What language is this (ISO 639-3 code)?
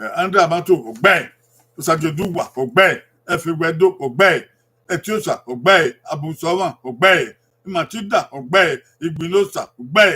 bin